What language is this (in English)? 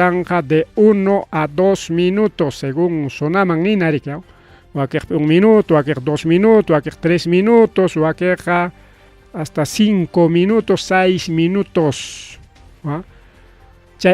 Ayacucho Quechua